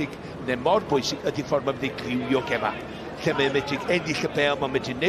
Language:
Welsh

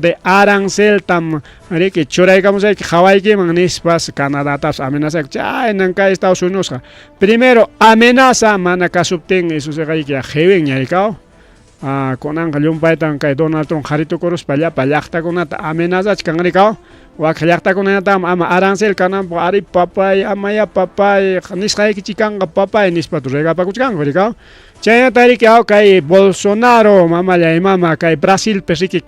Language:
Ayacucho Quechua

